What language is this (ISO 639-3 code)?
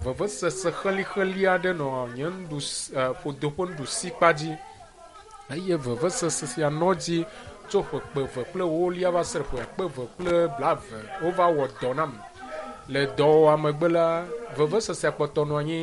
ewe